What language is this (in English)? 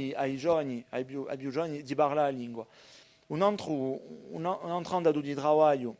Corsican